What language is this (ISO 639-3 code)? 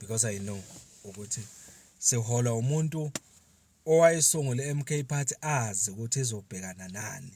zul